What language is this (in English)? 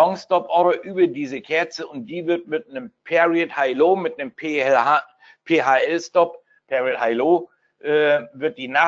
German